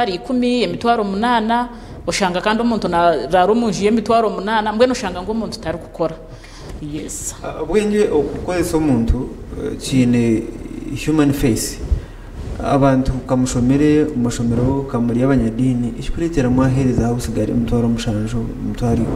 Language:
Nyankole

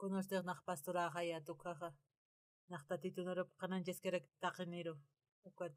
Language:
Aymara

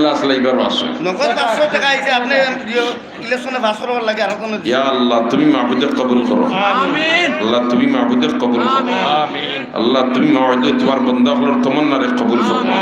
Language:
Sylheti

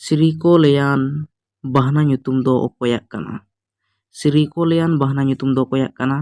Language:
Santali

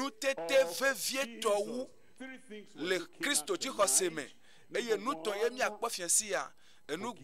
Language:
Ewe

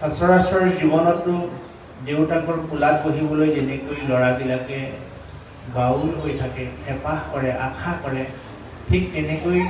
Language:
Assamese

